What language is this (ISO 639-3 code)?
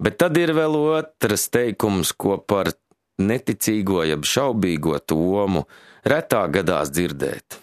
lav